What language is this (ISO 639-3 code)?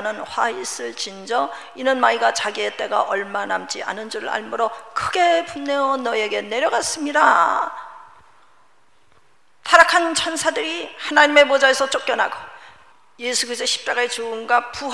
kor